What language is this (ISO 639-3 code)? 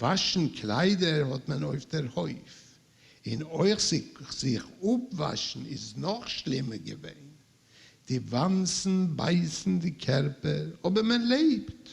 yid